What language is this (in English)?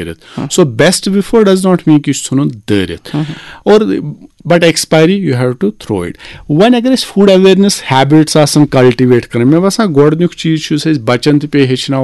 Kashmiri